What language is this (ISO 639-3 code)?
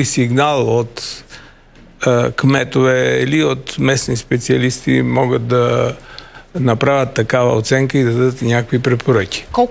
bul